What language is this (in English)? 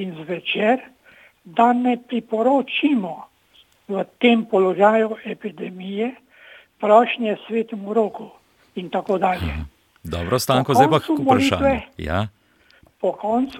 Slovenian